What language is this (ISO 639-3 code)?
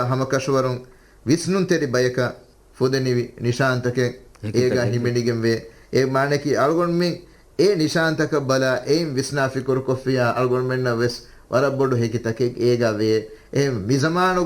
div